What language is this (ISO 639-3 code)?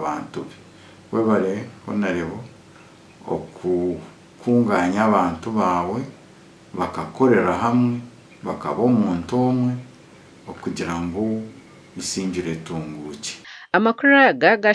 nyn